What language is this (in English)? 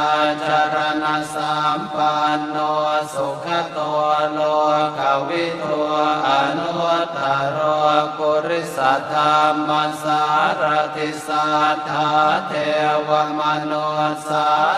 Pali